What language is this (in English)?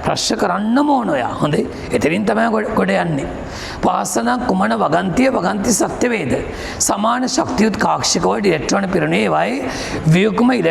Sinhala